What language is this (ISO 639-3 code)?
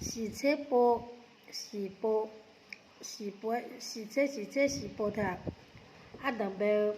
ahk